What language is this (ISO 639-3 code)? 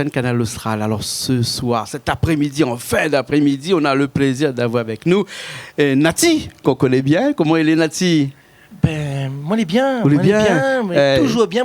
rcf